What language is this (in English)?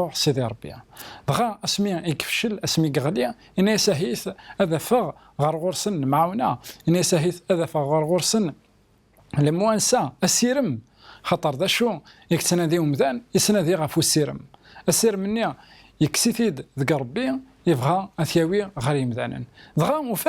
Kabyle